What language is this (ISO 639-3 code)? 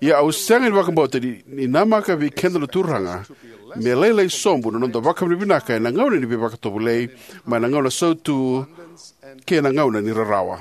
fij